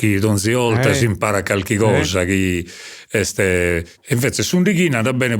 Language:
Sardinian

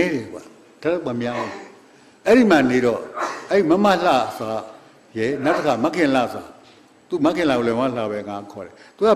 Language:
Burmese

